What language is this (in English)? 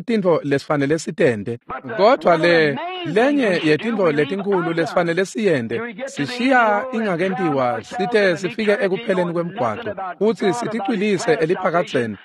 Swati